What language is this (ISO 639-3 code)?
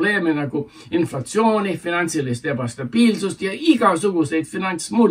est